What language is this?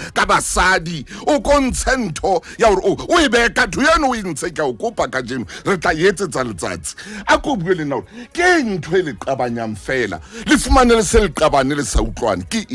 Southern Sotho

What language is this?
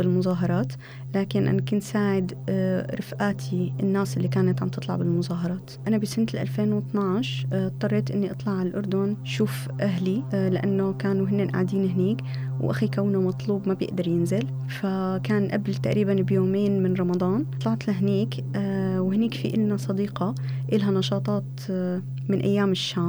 North Levantine Arabic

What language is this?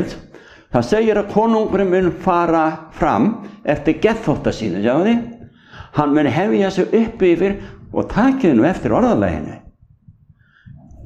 Icelandic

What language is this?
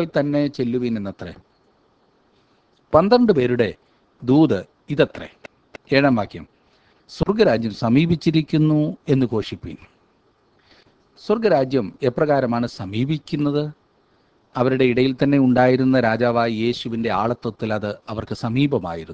Malayalam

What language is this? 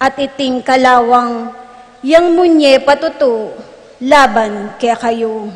Pampanga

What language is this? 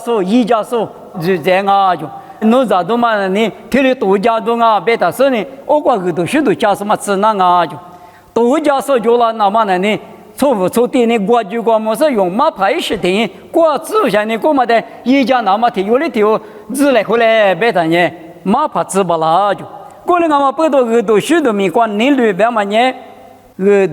Lisu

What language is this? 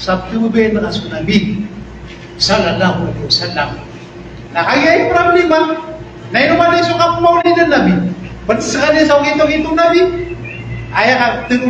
Maranao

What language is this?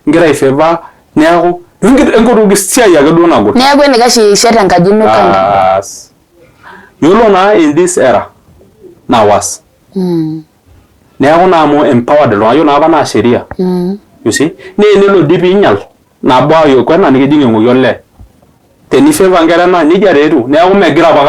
Masai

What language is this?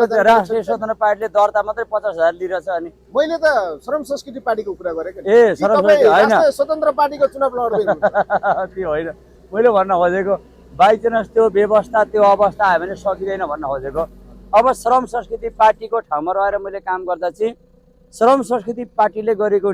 Nepali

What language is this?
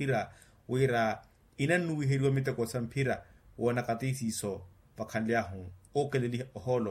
Makhuwa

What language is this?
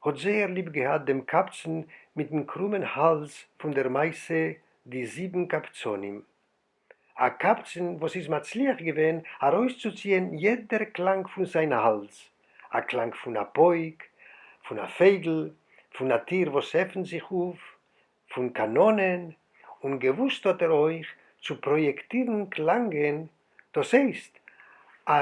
Yiddish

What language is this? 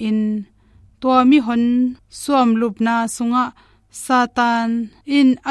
Tedim Chin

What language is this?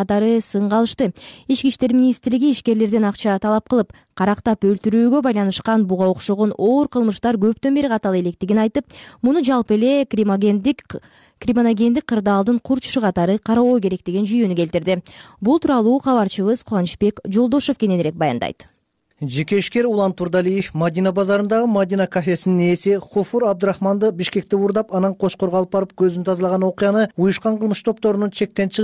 Kyrgyz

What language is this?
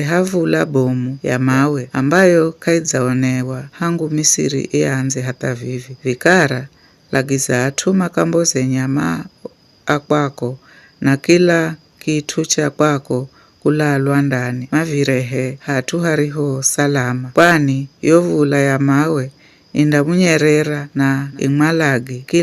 Giryama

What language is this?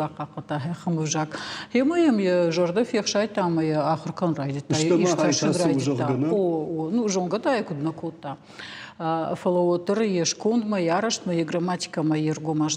Ossetic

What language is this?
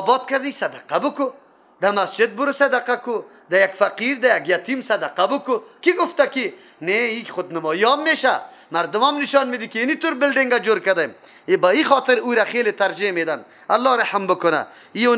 Persian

